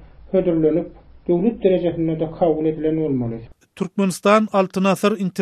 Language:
Turkmen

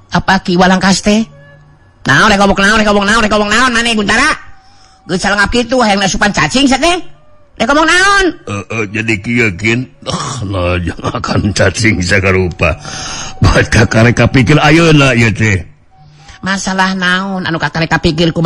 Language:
Sundanese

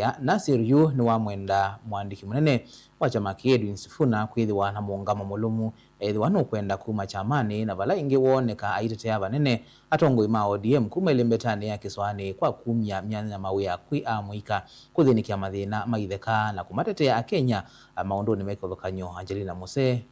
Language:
Kamba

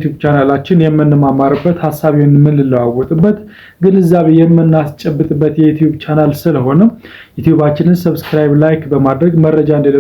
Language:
Amharic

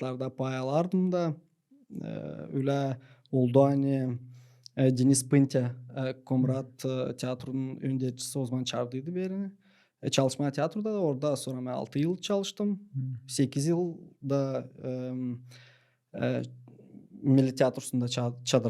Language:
Gagauz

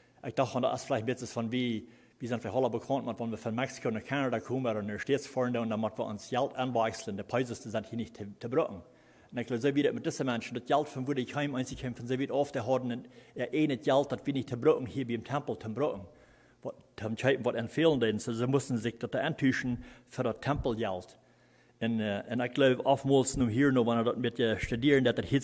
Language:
Plautdietsch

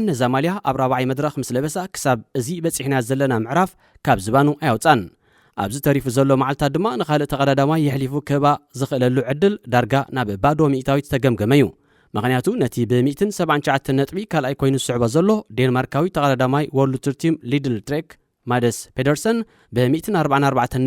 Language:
Tigrinya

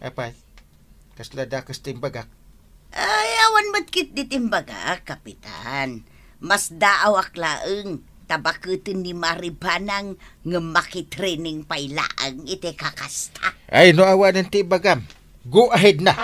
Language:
Iloko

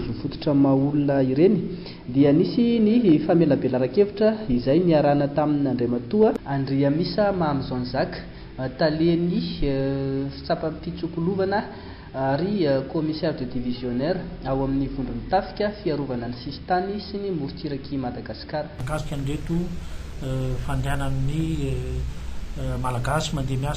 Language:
Malagasy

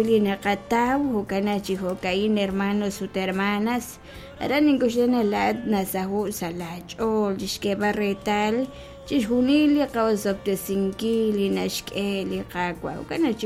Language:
Kekchí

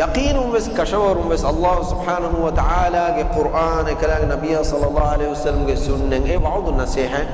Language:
Divehi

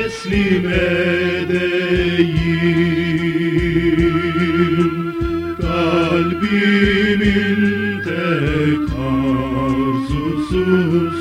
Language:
Turkish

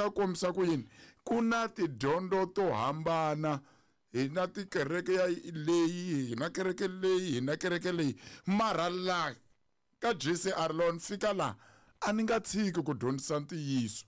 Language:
Tsonga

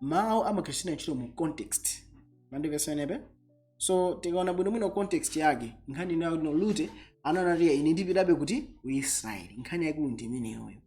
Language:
Nyanja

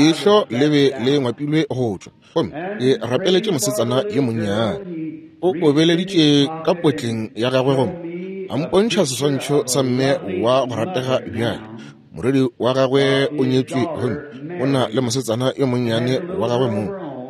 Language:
Northern Sotho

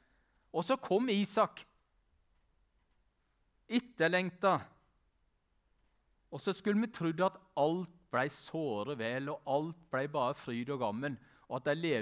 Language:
Norwegian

